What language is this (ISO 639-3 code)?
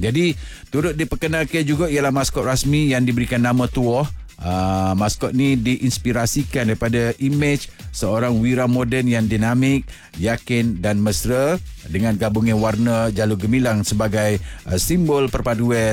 msa